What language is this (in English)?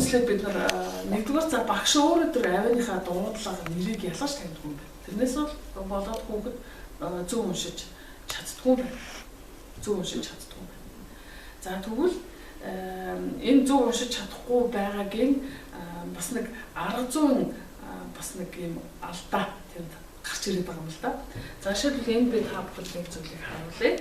Mongolian